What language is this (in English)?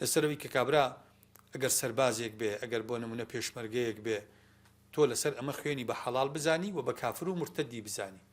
Central Kurdish